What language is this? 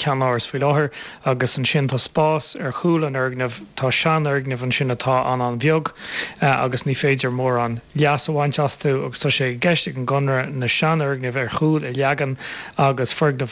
Irish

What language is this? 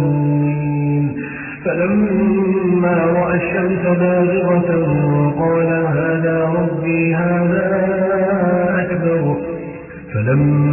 Arabic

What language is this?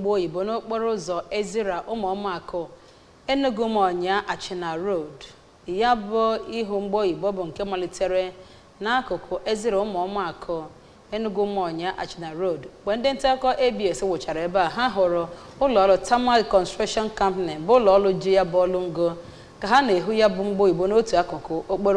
Igbo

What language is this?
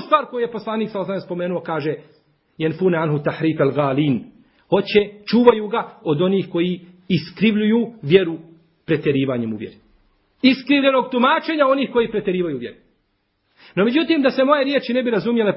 Bosnian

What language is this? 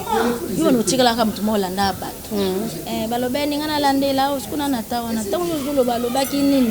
Lingala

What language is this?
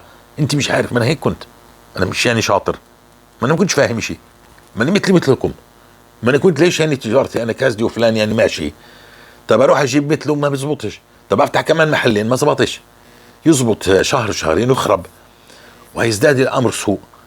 North Levantine Arabic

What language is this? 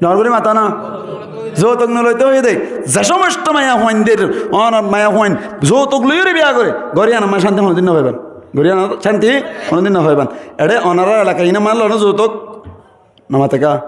Rohingya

